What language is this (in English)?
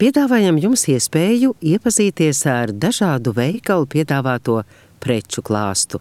Latvian